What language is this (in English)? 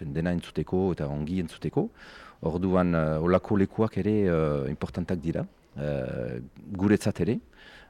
Basque